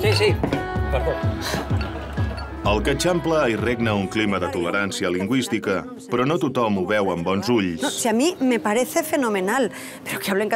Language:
Catalan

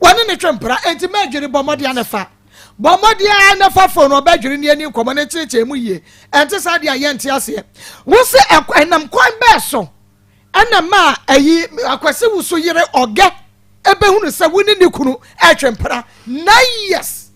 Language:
Akan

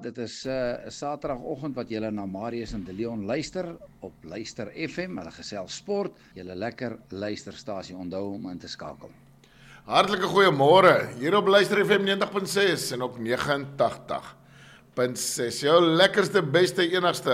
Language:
Afrikaans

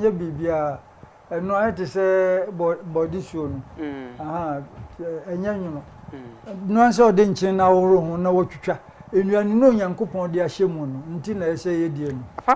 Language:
Akan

